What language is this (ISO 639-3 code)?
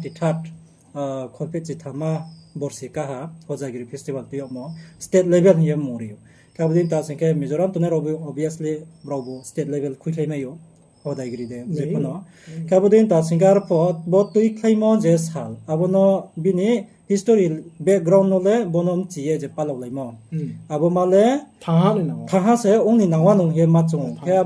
ria